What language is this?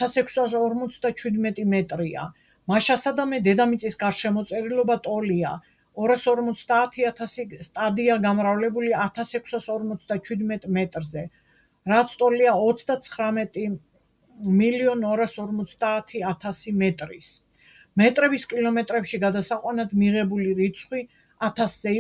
Georgian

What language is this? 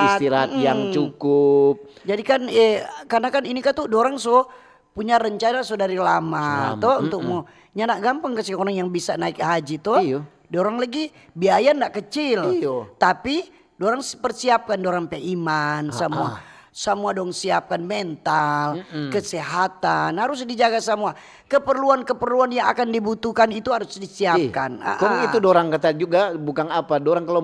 Manado Malay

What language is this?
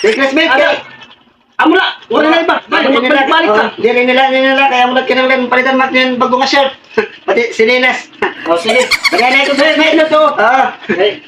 Waray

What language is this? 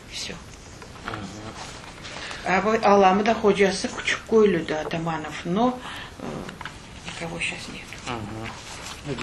Crimean Tatar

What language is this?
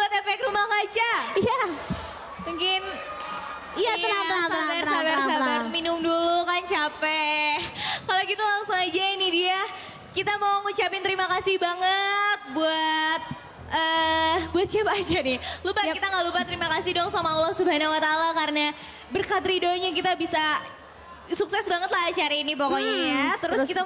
Indonesian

